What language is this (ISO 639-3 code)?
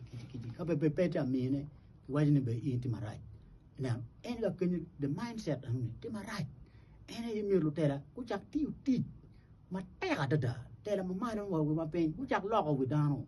ach